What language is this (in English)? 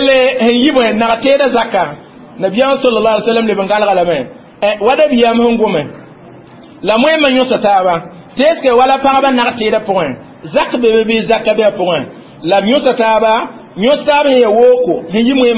Mossi